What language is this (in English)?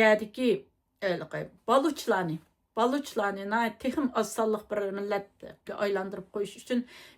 Uyghur